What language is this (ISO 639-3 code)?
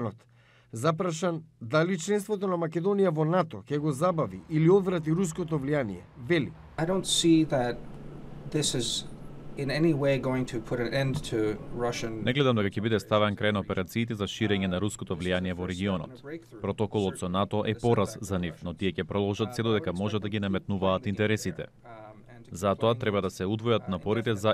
mkd